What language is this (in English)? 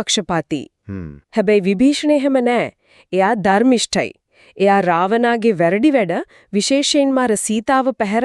Sinhala